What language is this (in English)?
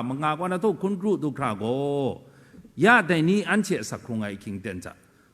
Kachin